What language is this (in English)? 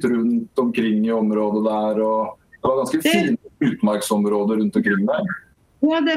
Norwegian